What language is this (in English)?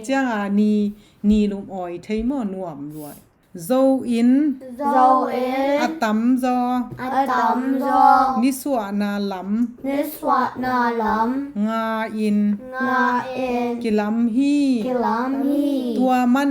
Tedim Chin